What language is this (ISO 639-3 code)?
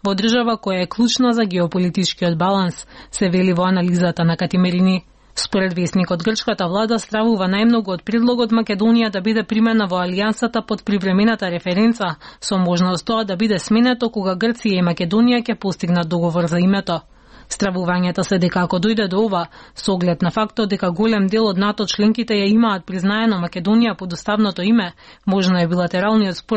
mkd